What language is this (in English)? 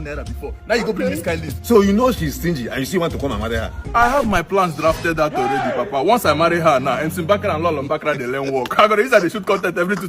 Nigerian Pidgin